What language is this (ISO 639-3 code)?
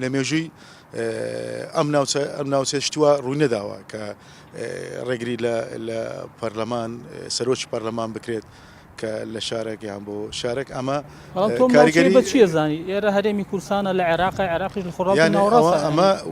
ckb